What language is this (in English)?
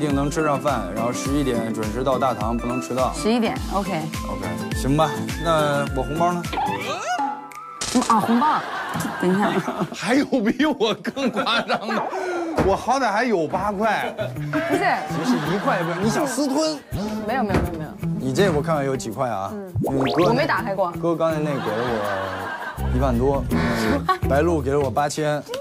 Chinese